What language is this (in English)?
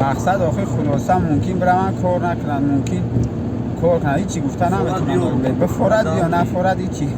Tajik